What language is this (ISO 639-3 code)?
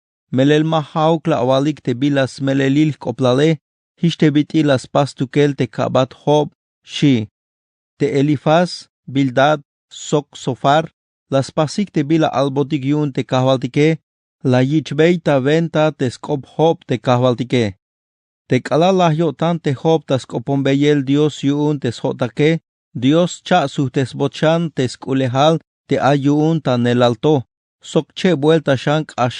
tzh